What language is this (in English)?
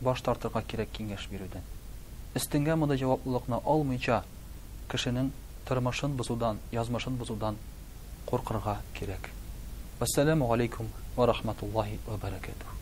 Tatar